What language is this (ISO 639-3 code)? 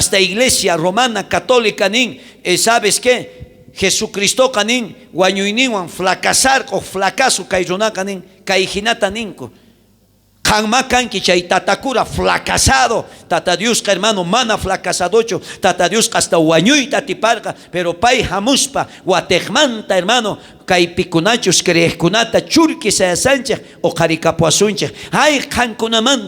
quh